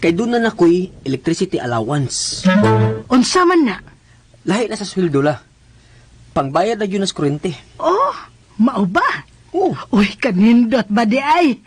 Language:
Cebuano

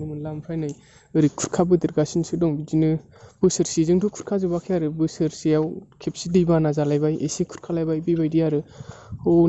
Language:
Bodo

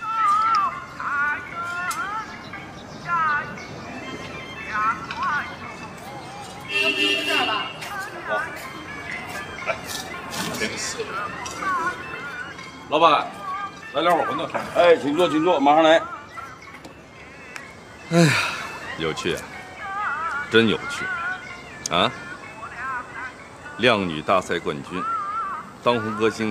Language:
Chinese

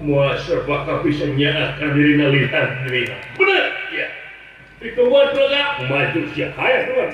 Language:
Sundanese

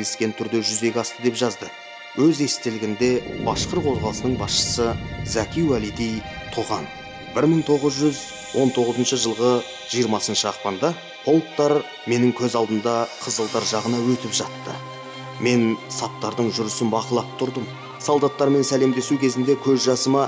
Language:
Kazakh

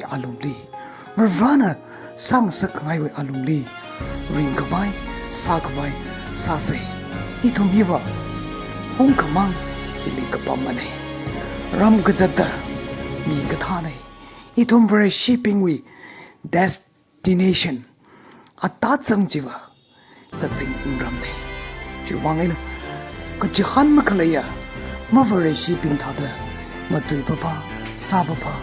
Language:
Tangkhul Naga (India)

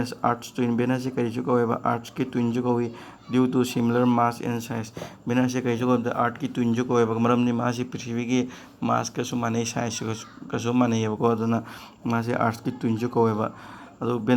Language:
Manipuri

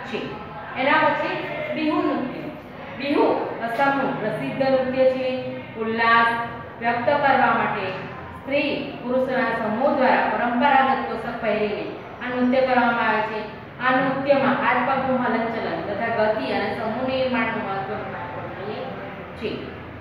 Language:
Gujarati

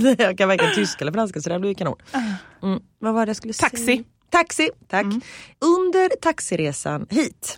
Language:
Swedish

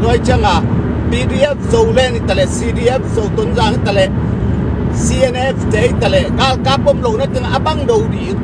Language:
Tedim Chin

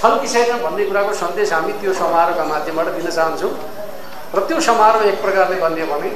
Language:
Nepali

